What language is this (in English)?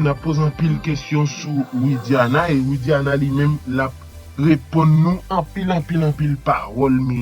Haitian Creole